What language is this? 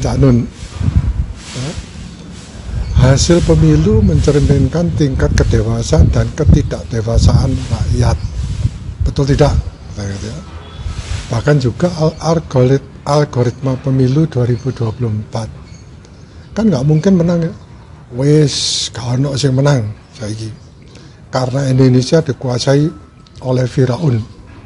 Indonesian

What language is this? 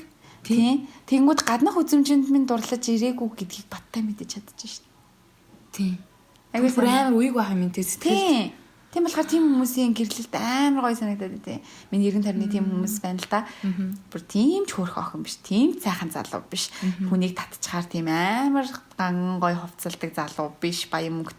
Mongolian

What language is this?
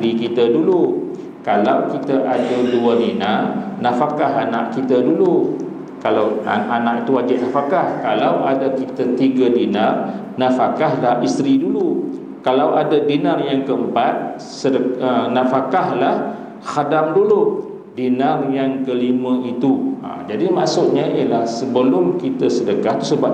Malay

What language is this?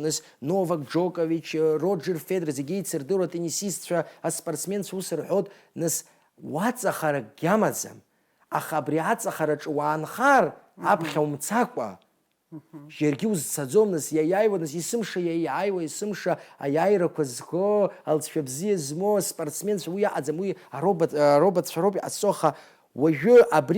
Abkhazian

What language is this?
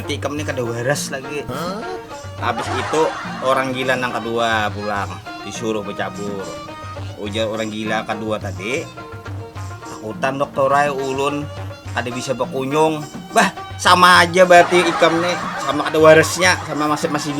Banjar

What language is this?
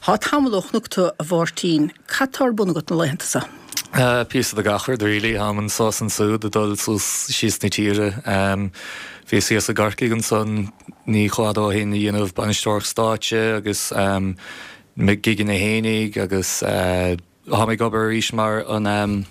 Irish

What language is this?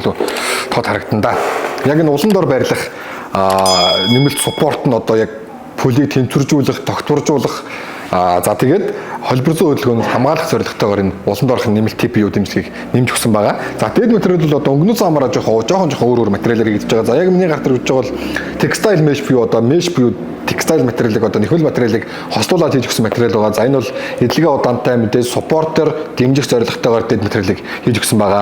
Mongolian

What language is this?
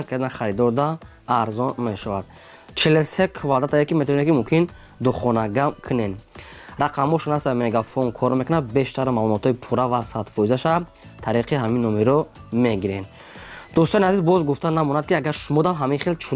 Tajik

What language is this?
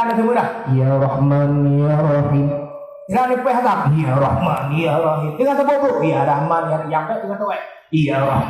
Achinese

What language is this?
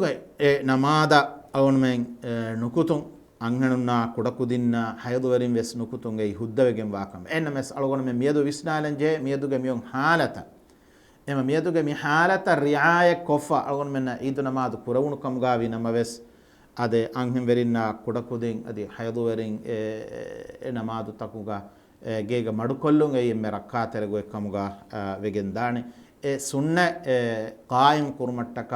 Divehi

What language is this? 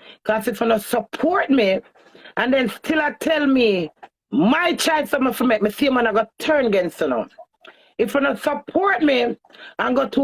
Jamaican Creole English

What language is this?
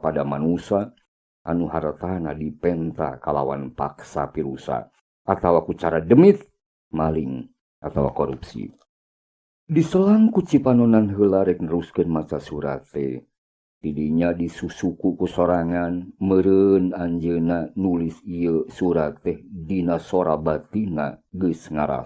Sundanese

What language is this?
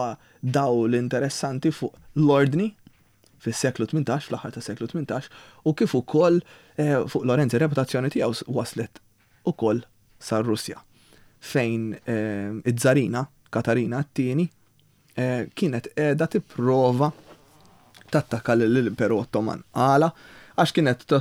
Maltese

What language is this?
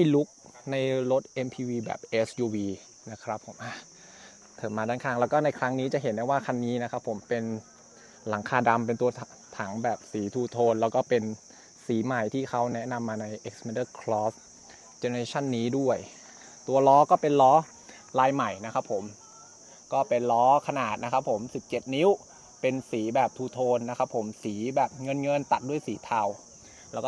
Thai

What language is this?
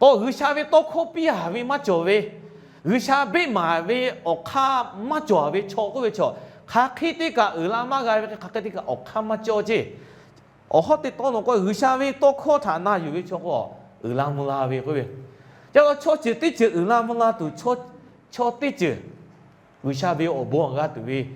Lahu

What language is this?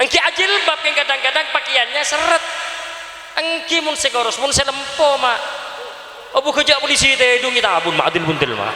Madurese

